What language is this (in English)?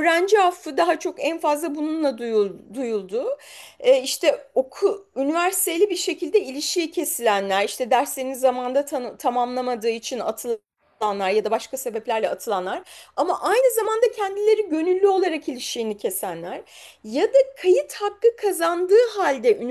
Turkish